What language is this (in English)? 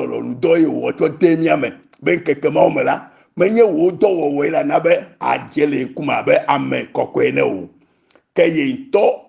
Ewe